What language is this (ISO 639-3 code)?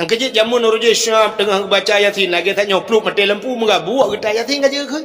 ace